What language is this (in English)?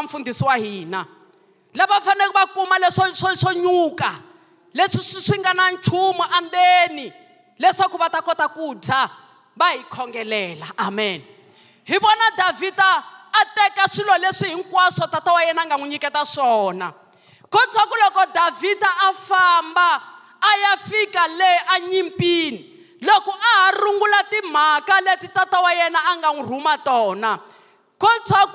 Tsonga